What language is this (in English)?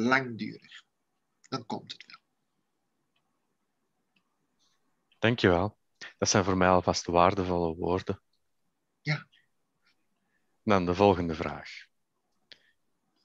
Dutch